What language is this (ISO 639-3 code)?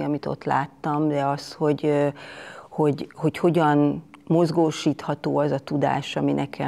hun